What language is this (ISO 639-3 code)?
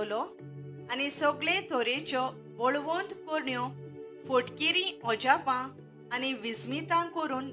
kok